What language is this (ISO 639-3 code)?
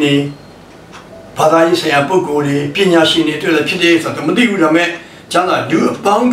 mya